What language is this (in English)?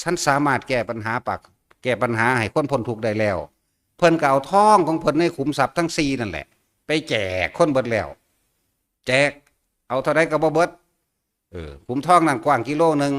Northeastern Thai